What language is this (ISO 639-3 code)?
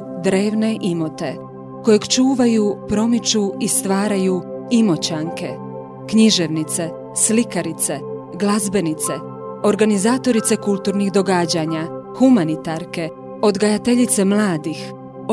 hrv